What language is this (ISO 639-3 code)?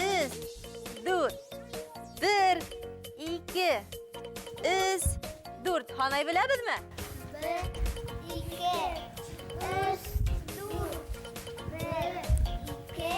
bak